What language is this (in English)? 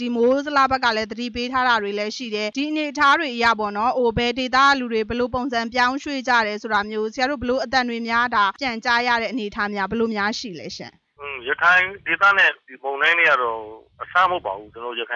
Burmese